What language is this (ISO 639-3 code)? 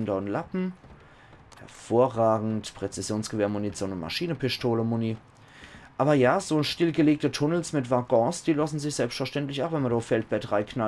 pfl